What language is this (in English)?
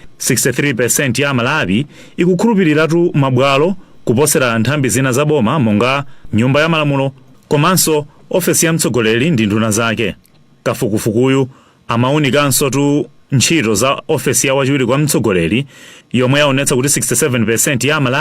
Nyanja